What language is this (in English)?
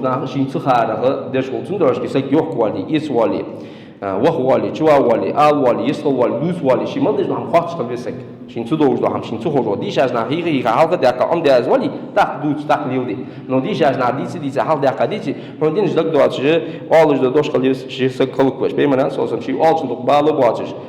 Ingush